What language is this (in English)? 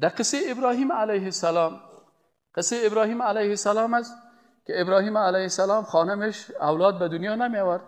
Persian